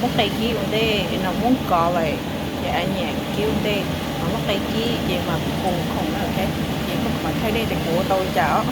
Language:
Hmong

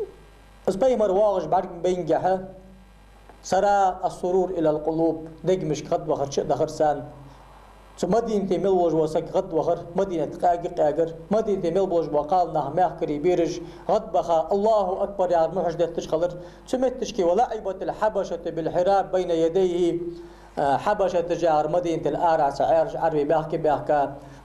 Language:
Ingush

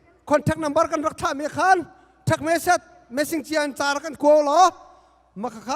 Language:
Hakha Chin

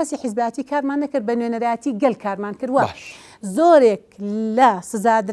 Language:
Central Kurdish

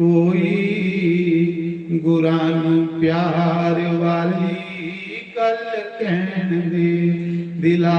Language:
Dogri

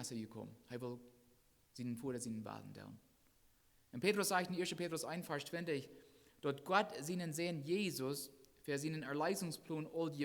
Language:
Plautdietsch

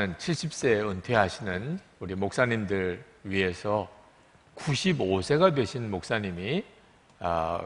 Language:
Korean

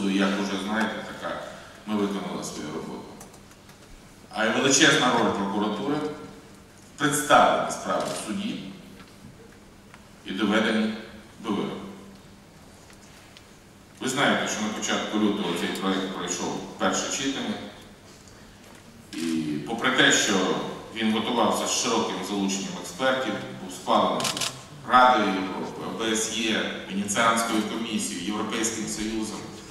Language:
Ukrainian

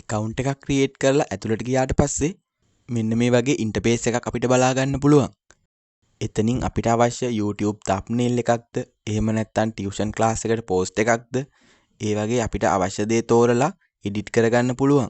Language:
Sinhala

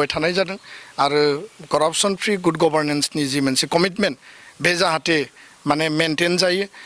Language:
Bodo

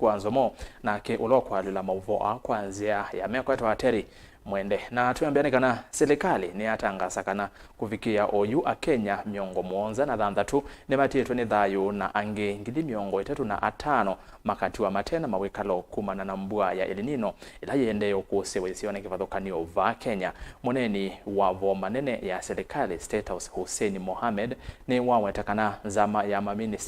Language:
Kamba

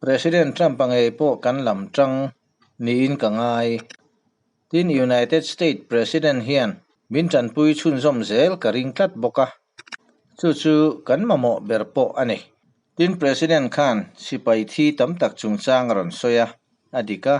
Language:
Mizo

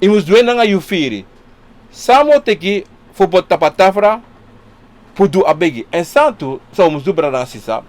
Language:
Sranan Tongo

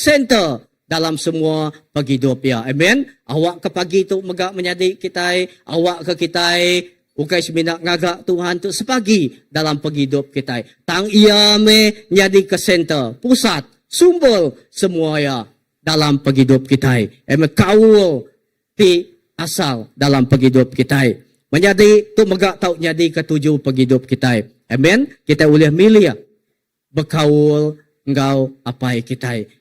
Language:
Iban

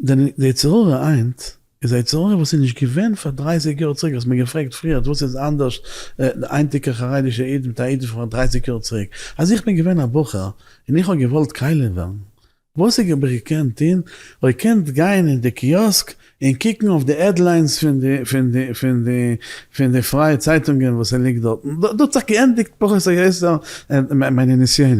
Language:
Yiddish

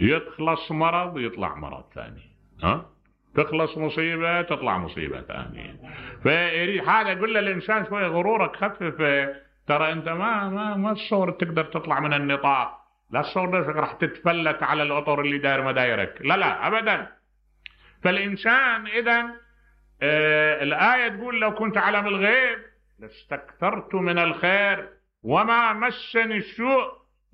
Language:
Mesopotamian Arabic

